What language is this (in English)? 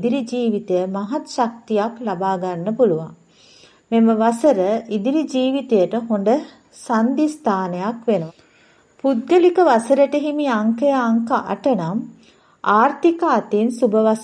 Sinhala